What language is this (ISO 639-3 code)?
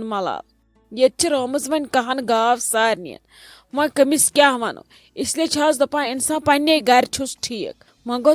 kas